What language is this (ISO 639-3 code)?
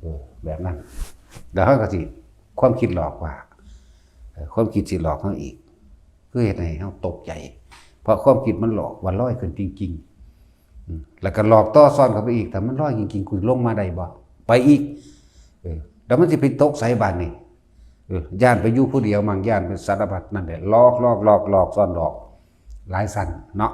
tts